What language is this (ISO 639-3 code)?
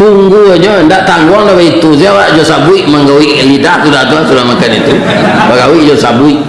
min